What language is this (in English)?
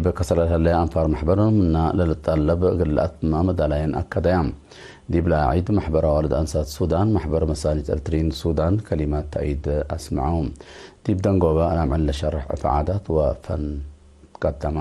Tigre